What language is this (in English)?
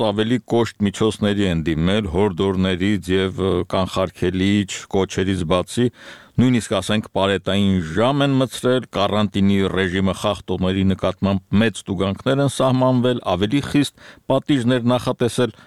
Armenian